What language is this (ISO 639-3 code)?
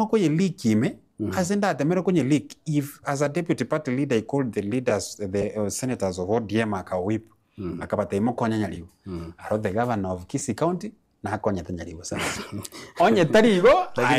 guz